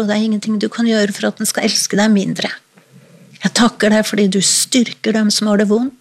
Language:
Norwegian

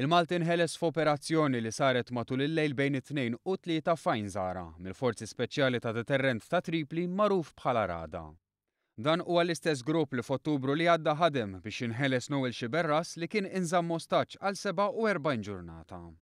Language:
Maltese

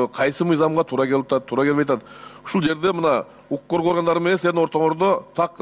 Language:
Kyrgyz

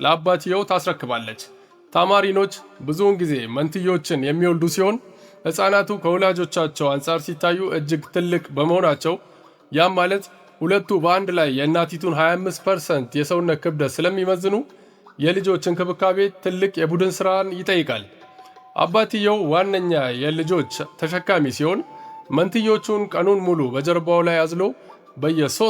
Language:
Amharic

